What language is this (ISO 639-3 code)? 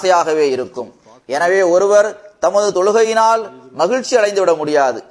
tam